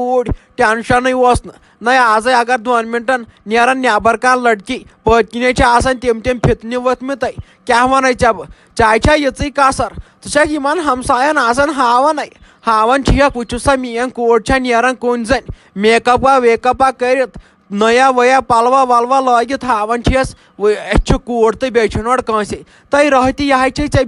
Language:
Kashmiri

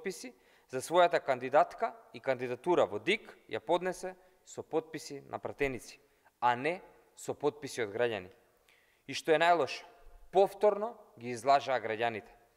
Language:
Macedonian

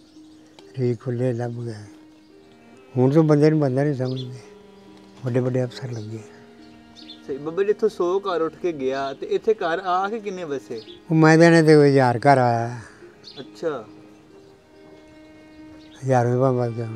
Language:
Punjabi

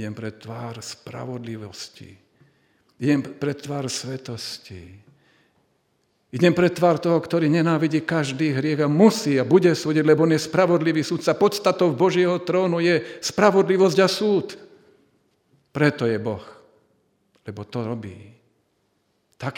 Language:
Slovak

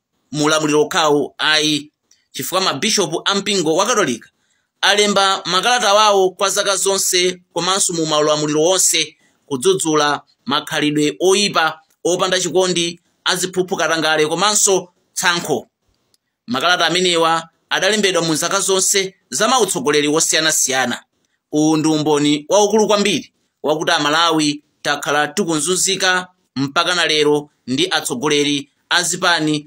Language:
Nyanja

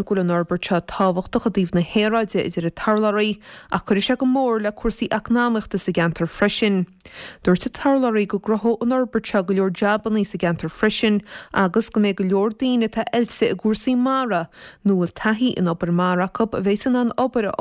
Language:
Irish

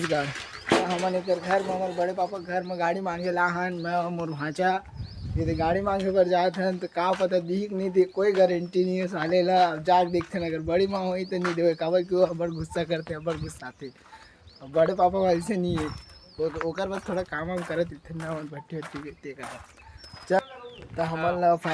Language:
Chhattisgarhi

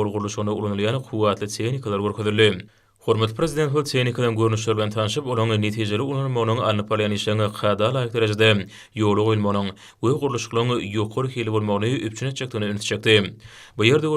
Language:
Turkmen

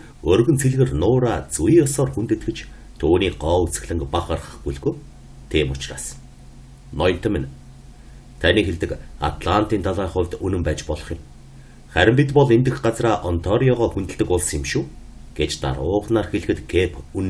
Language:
Mongolian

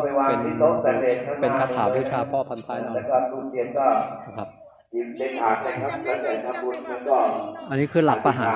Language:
Thai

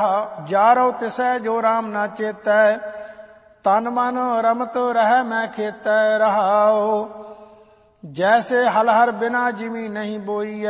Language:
Punjabi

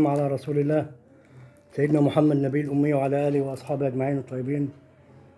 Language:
Egyptian Arabic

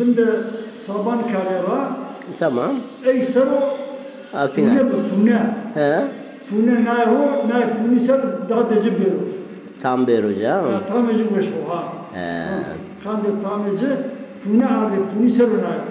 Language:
Zaza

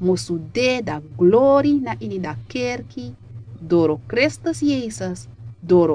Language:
Sranan Tongo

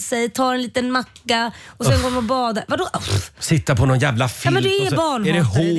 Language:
Swedish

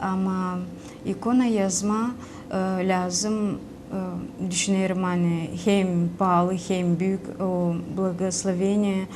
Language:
Gagauz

